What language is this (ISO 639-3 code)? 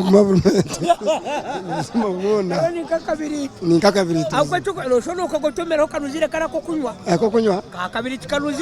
nyn